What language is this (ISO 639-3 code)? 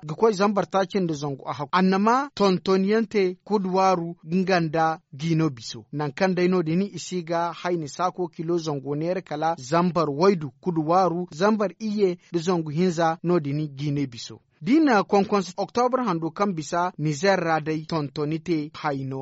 dje